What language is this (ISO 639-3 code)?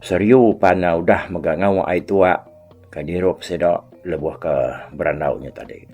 iba